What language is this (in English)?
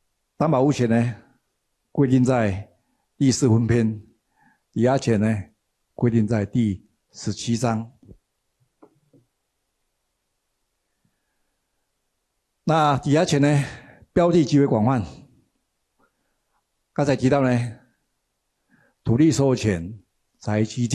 Chinese